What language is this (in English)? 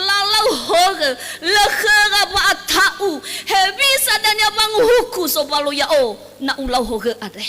Nias